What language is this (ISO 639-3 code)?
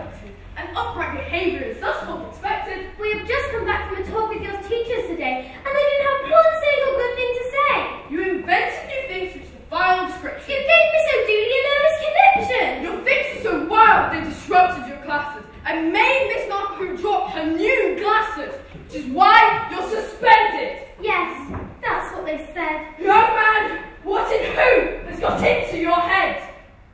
eng